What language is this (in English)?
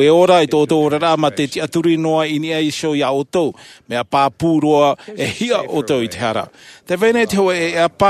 Tahitian